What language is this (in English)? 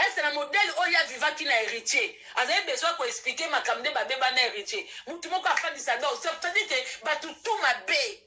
Lingala